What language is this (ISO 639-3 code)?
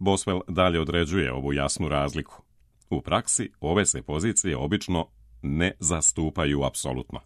srp